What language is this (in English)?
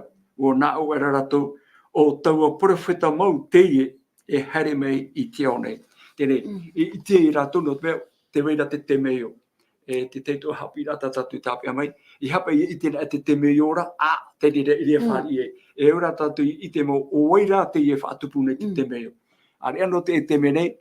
Tahitian